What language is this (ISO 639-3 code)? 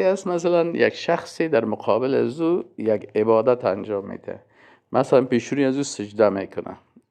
fas